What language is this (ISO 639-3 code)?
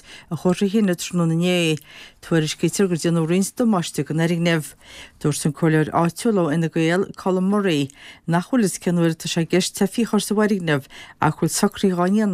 gle